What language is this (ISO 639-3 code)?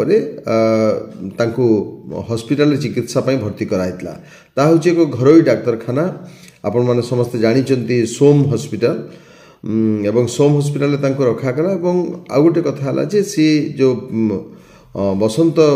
ori